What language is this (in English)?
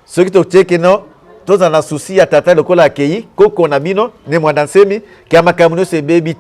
Lingala